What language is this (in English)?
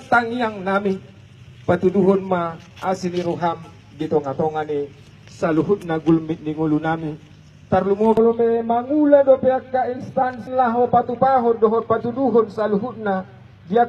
Batak Toba